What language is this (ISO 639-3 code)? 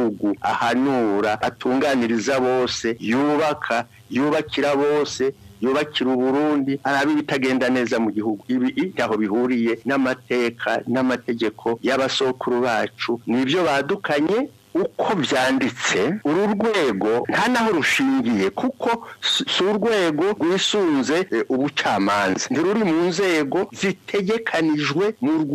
run